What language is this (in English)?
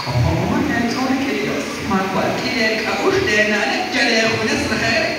Kekchí